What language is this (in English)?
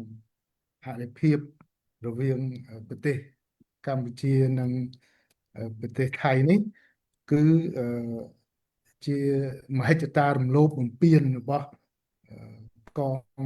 Khmer